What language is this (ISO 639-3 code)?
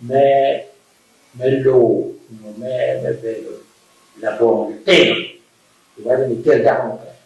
ach